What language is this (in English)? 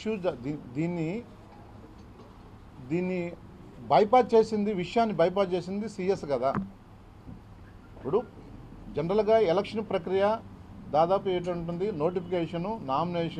Telugu